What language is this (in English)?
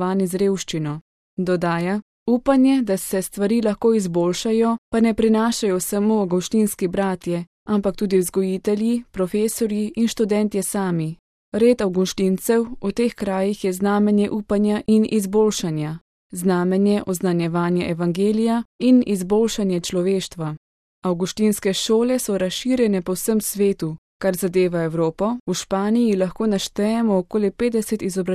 Slovenian